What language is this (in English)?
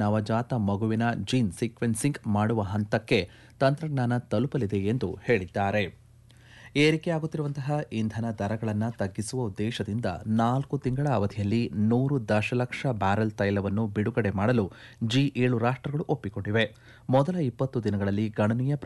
Kannada